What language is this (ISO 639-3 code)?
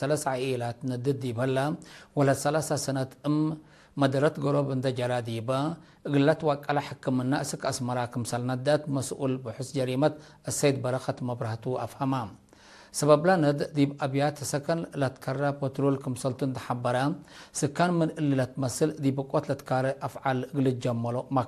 tig